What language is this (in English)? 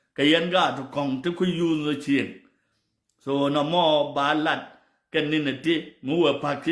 Nuer